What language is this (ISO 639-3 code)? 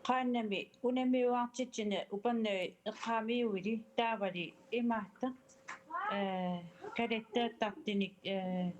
kal